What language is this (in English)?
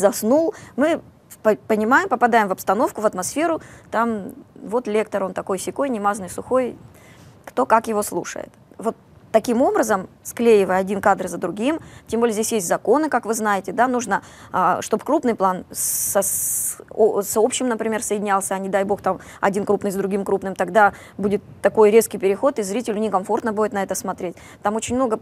Russian